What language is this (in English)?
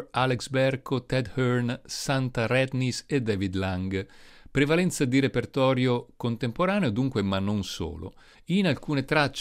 Italian